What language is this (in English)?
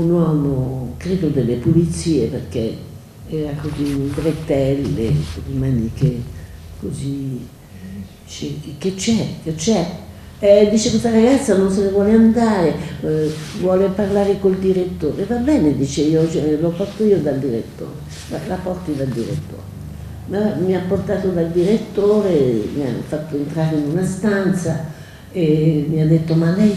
Italian